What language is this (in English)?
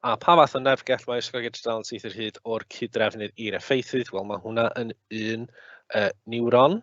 Welsh